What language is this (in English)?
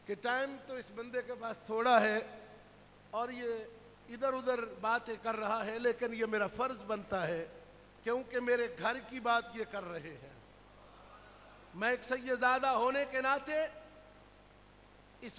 Urdu